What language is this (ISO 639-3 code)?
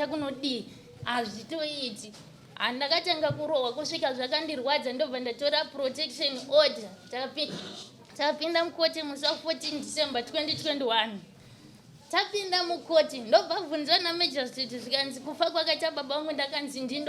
sna